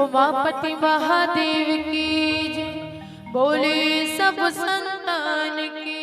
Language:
Chhattisgarhi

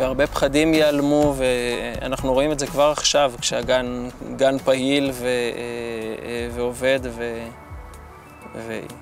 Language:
Hebrew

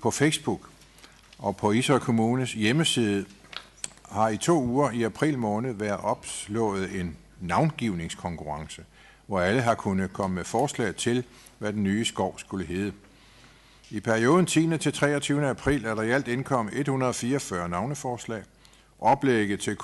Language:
Danish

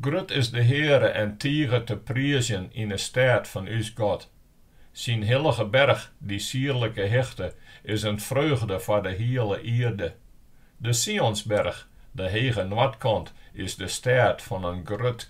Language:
Western Frisian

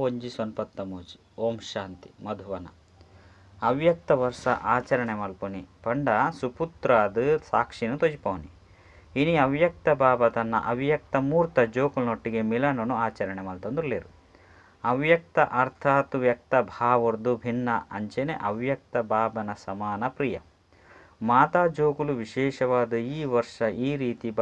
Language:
Tulu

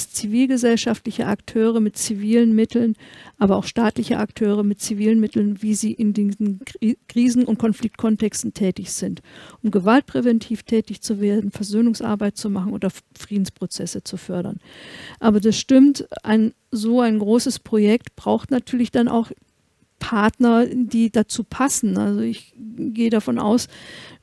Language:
German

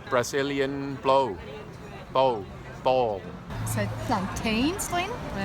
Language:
Swiss German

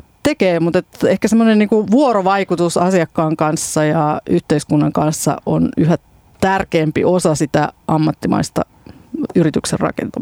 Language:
Finnish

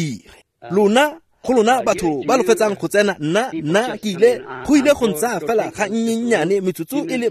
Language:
Tswana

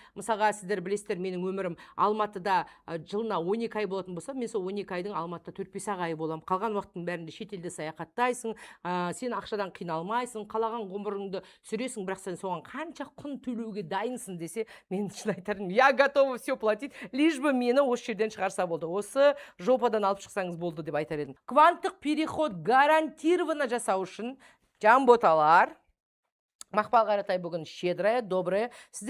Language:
Kazakh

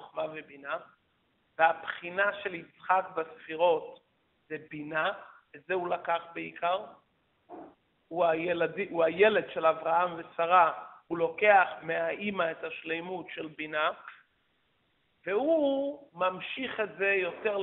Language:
Hebrew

